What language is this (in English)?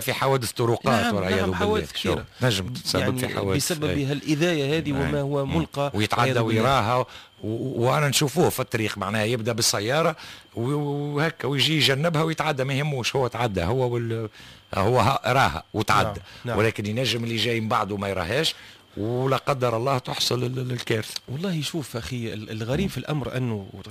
Tunisian Arabic